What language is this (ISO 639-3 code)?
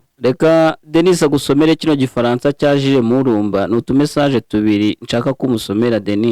kin